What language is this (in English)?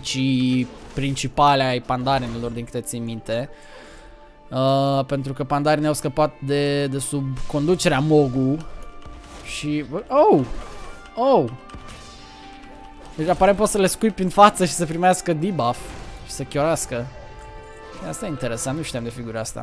Romanian